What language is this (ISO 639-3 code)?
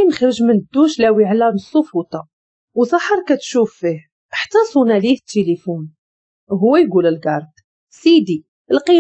ary